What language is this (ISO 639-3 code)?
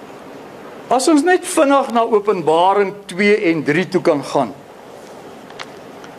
afr